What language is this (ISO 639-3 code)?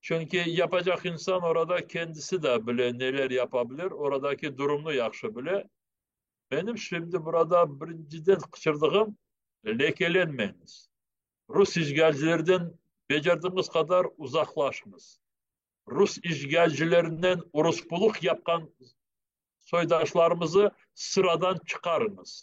crh